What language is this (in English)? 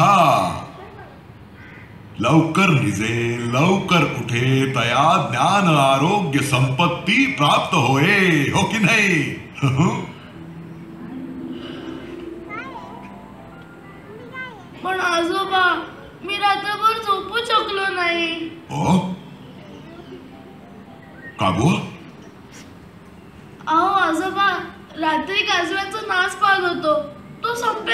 Marathi